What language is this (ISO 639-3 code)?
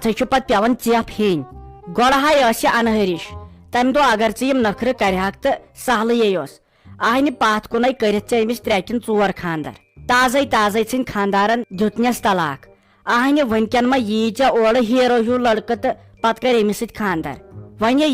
kas